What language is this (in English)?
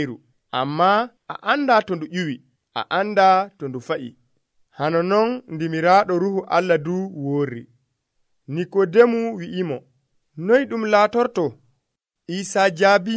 Nigerian Fulfulde